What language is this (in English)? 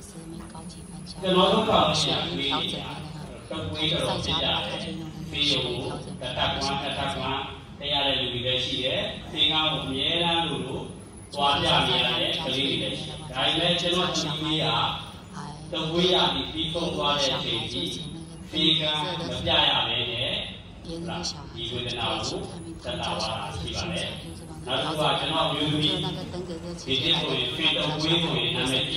Burmese